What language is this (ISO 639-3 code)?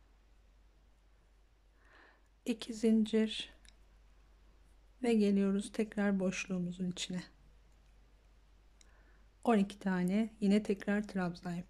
tur